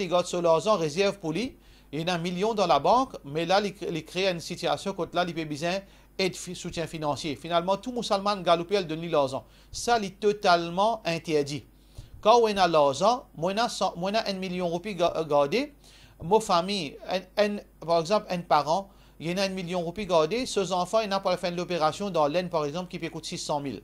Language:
Morisyen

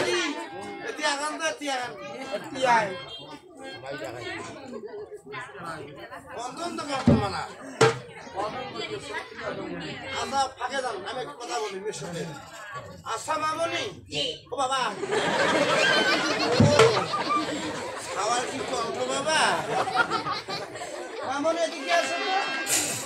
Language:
Bangla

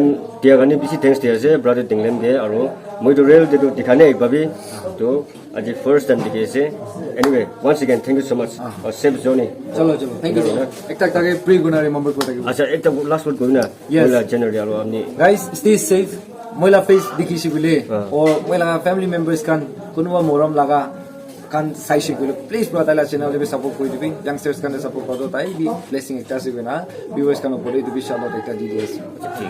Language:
Naga Pidgin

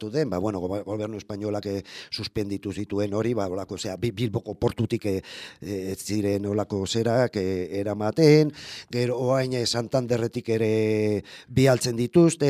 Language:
Basque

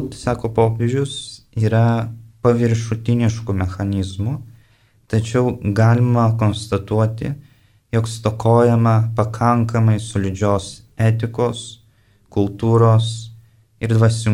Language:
Lithuanian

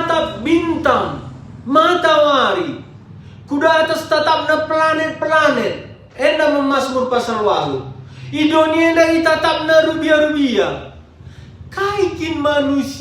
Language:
Batak Karo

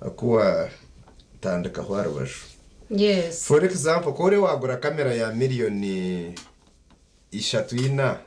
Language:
Nyankole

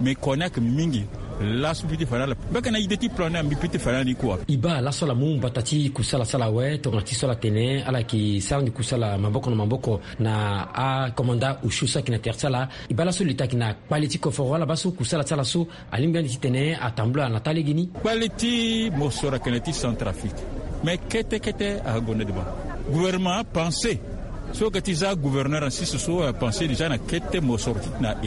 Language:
Sango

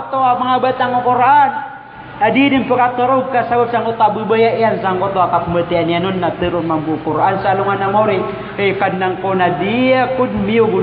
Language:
Maranao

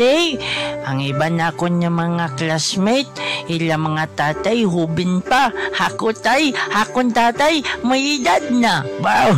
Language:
Hiligaynon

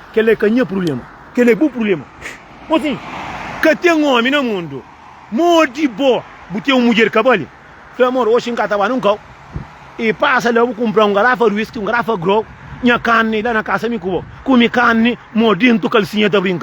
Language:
Kabuverdianu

